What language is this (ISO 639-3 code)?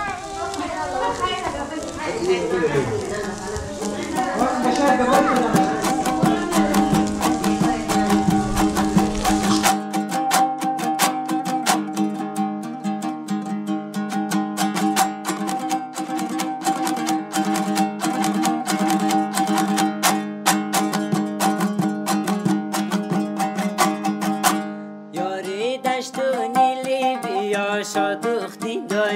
fas